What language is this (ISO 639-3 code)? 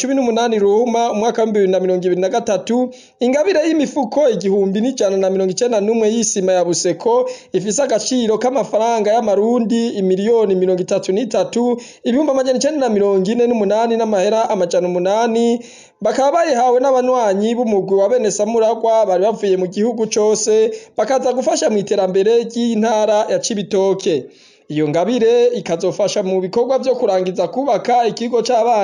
run